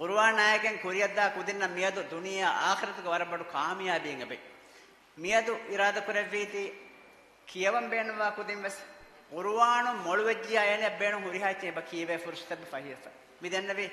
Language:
Divehi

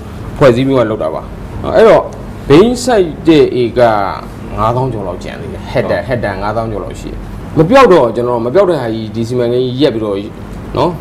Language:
Burmese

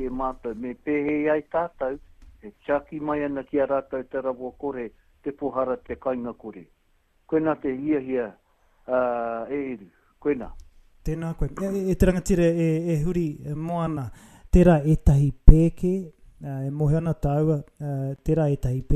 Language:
Māori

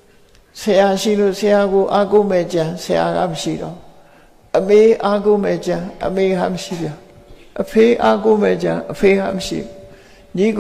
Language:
Burmese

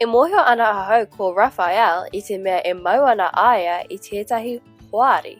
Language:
Māori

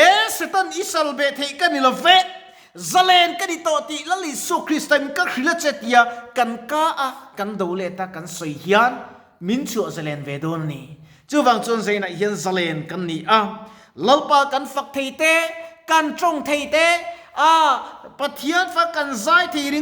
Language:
Mizo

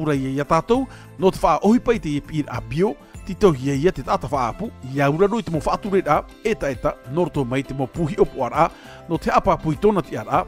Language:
Tahitian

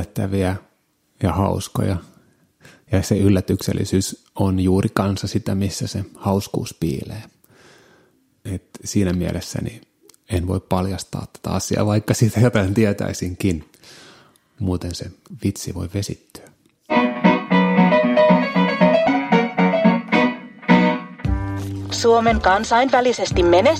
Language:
Finnish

